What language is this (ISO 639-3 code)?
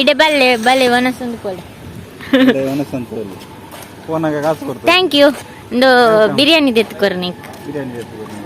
tcy